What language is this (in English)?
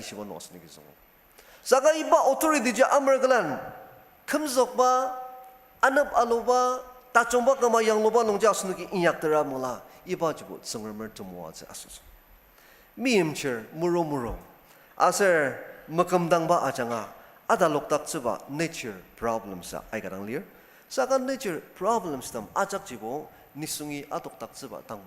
Ao Naga